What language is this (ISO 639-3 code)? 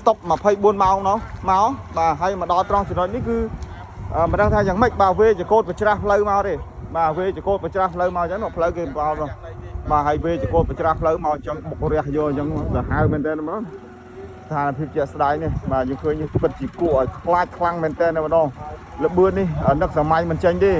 khm